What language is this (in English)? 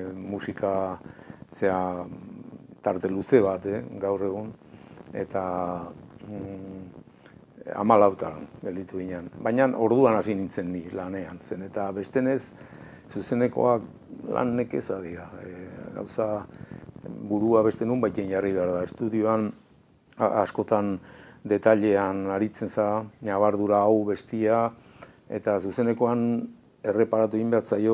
Basque